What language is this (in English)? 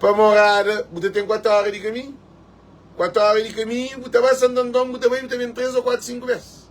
Kabuverdianu